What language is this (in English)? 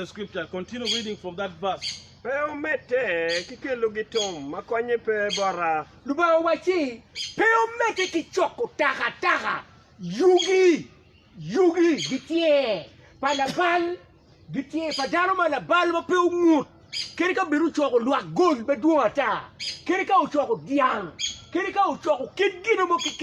Acoli